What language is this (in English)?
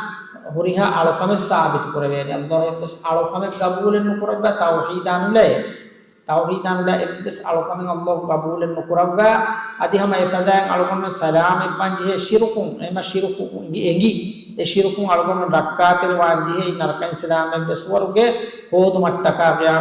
Divehi